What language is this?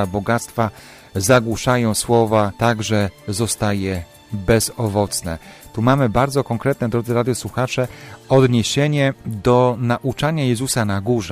Polish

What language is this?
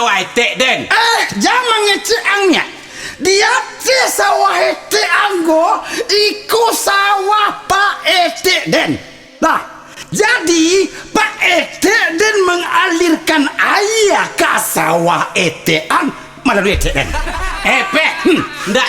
Minangkabau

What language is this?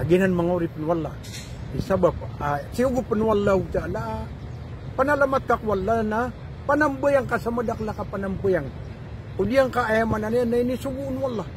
Maranao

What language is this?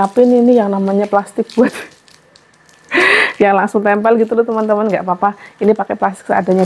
Indonesian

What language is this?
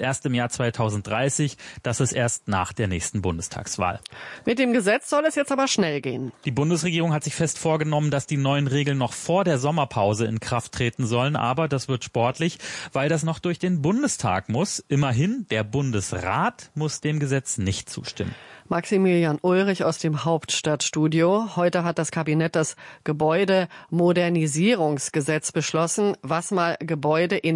German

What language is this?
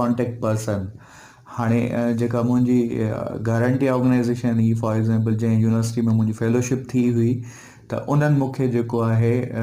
Sindhi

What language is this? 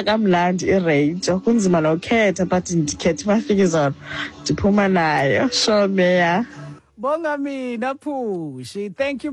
Xhosa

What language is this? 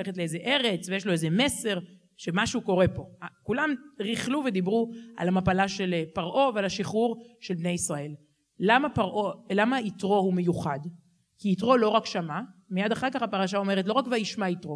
Hebrew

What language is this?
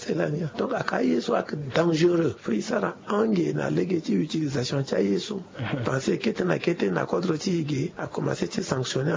Sango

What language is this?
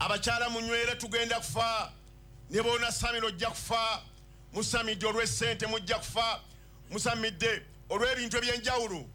Ganda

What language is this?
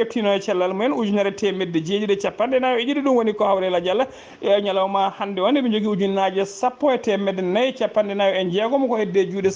Fula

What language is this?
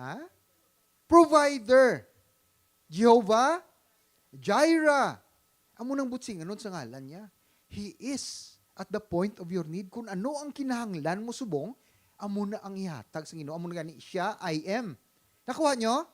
Hiligaynon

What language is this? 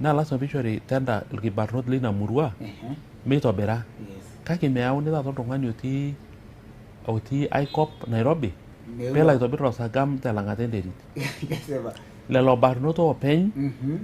Masai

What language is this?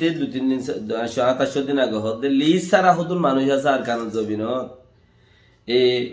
Rohingya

